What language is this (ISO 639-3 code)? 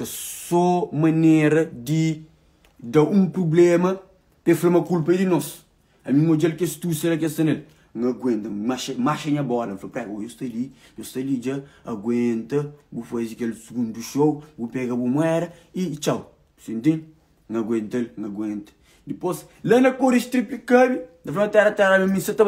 kea